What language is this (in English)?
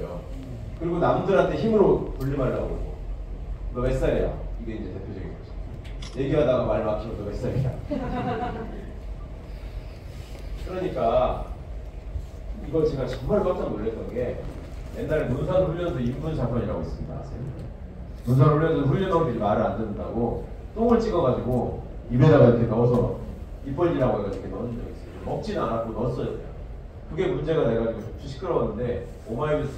Korean